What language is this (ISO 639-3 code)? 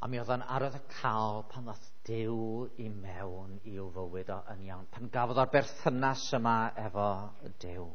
cym